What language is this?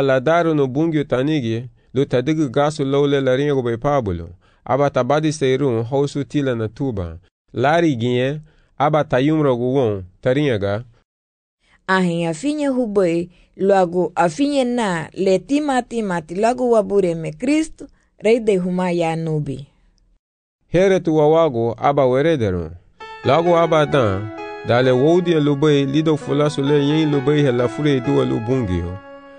Garifuna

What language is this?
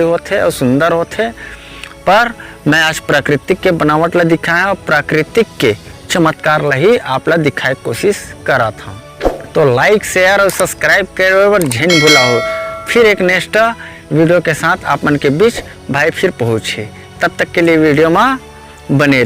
Chhattisgarhi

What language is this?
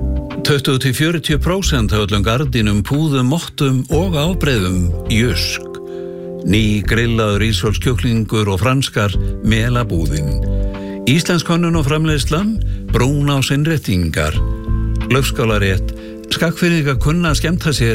Icelandic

